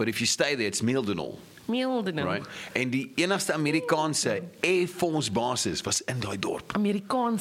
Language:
Afrikaans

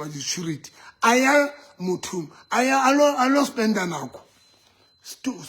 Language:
Southern Sotho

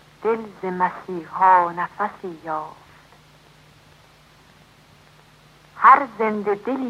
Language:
Persian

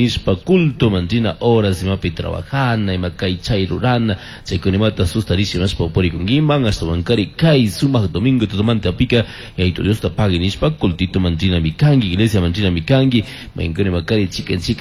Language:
Chimborazo Highland Quichua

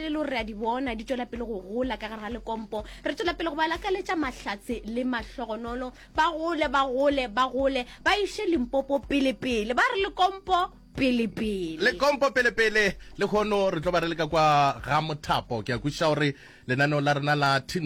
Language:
Northern Sotho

